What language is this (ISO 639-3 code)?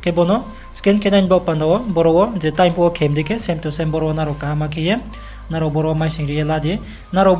ria